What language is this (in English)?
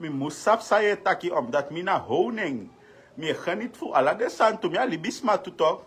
Sranan Tongo